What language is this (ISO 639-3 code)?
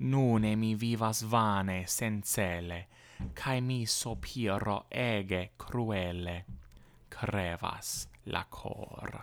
epo